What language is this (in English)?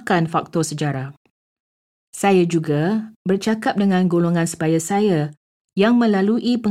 Malay